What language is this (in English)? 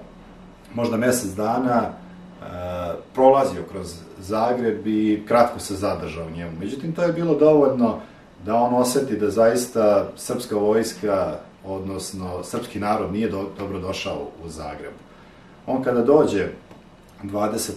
Serbian